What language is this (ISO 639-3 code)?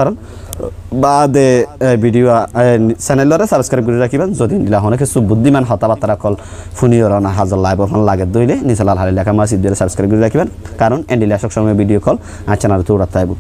rhg